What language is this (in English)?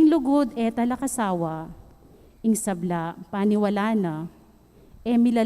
Pampanga